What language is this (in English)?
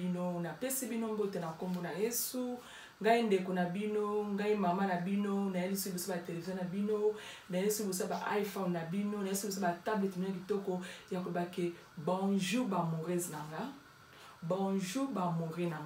Lingala